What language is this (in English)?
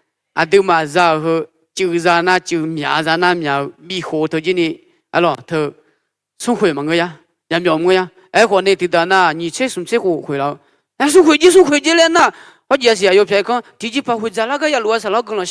Akha